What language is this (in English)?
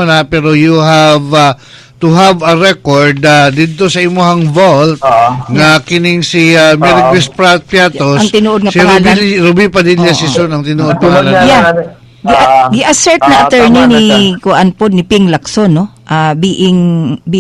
Cebuano